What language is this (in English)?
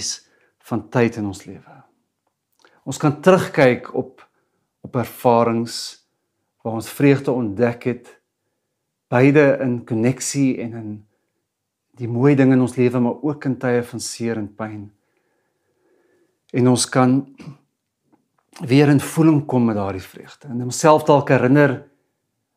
Afrikaans